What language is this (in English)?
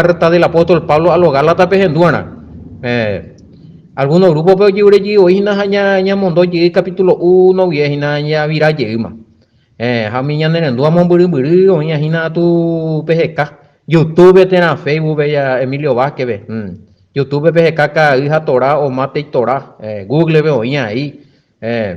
Guarani